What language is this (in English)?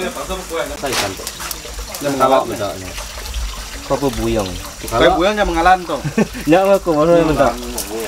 Malay